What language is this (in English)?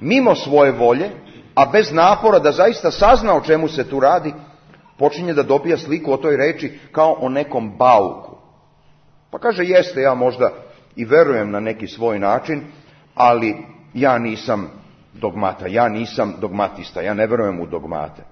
Serbian